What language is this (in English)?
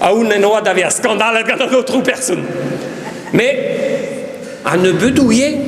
Breton